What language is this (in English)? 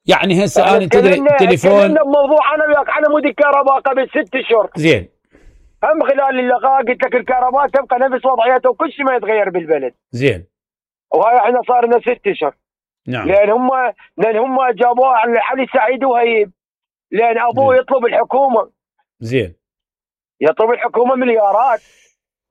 Mesopotamian Arabic